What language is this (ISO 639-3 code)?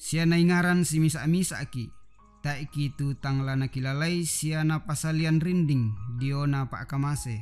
sda